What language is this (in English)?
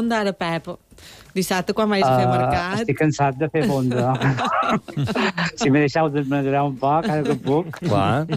Catalan